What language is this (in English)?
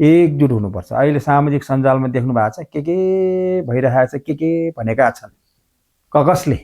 Nepali